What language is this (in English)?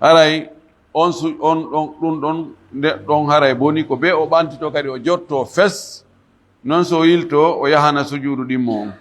Fula